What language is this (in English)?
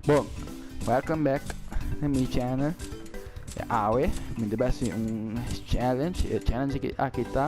Papiamento